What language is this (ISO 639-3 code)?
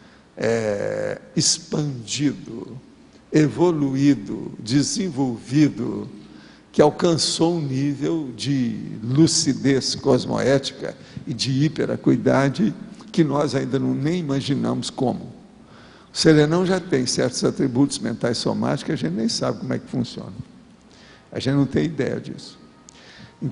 por